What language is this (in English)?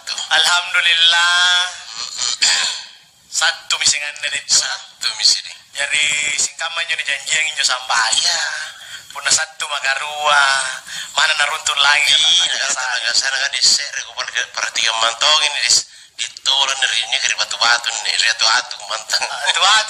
Makasar